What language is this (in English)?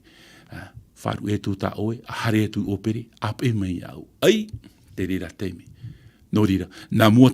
Tahitian